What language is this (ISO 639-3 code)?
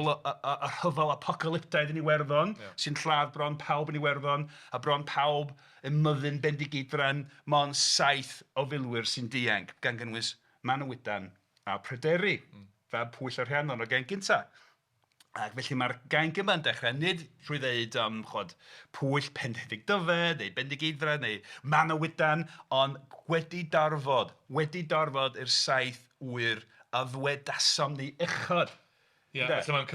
cym